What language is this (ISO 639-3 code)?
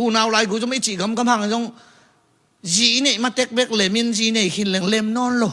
ctd